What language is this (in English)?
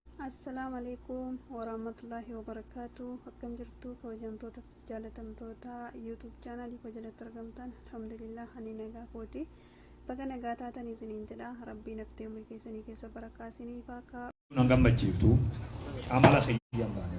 Oromo